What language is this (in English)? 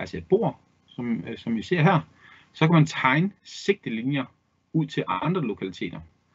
Danish